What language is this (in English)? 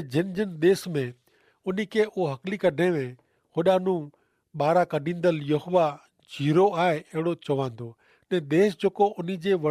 Kachhi